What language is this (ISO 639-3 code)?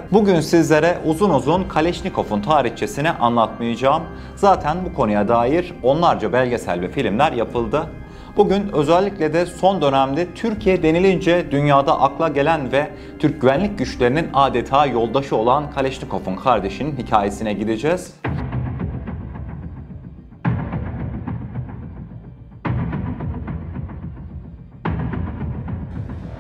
tur